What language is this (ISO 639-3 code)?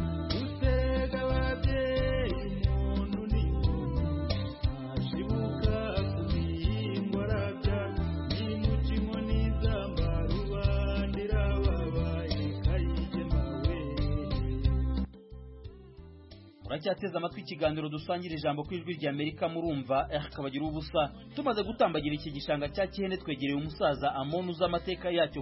kin